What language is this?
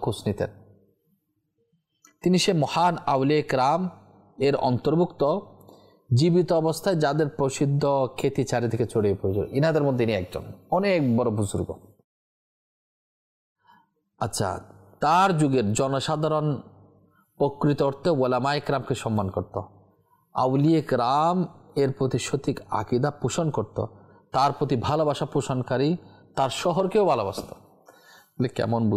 Bangla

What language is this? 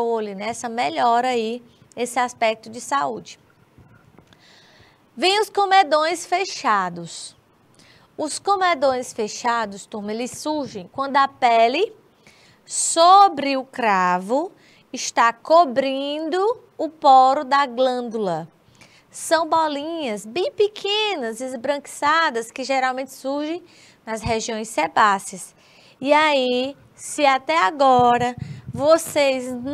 Portuguese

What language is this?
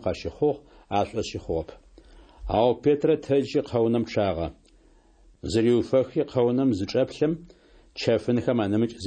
Adyghe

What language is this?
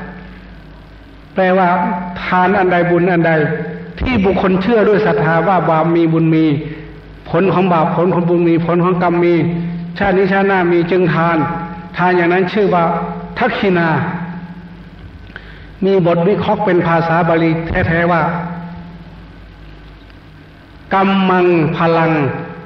Thai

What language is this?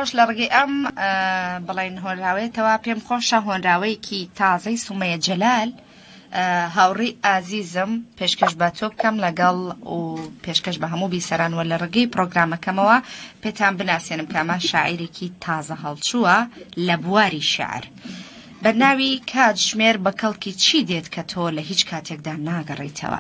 Central Kurdish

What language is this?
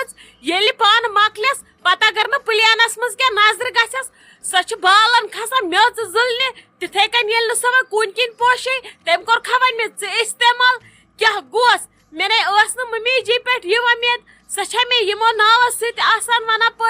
Kashmiri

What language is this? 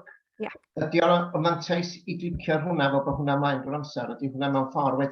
Welsh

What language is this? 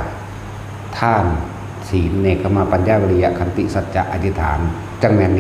Northeastern Thai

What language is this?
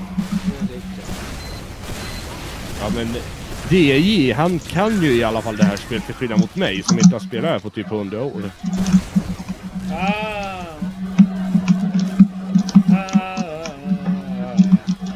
Swedish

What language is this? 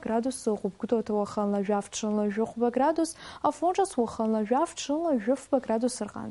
Abkhazian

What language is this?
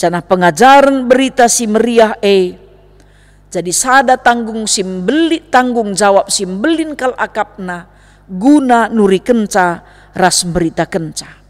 Batak Karo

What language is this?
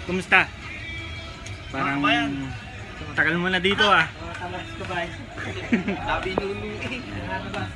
Filipino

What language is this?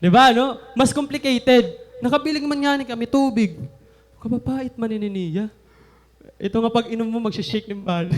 Waray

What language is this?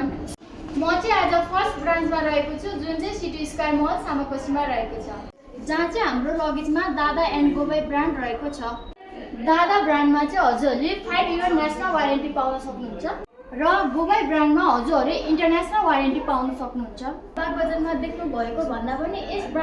Nepali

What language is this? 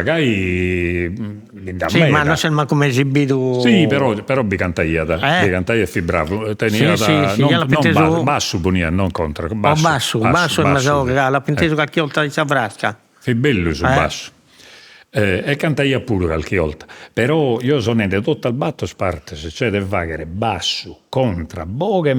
Sardinian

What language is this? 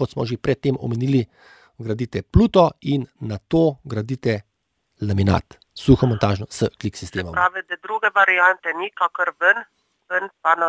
Slovenian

